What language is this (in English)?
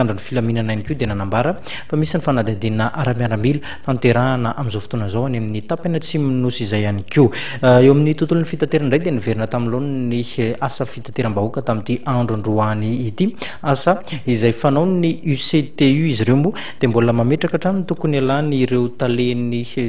Malagasy